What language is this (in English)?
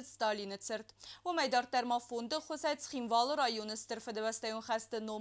Ossetic